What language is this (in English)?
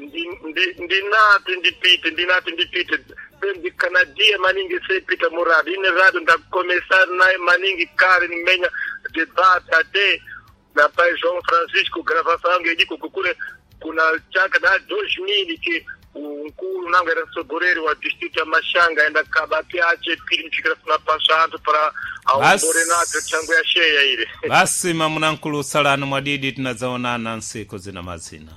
Sena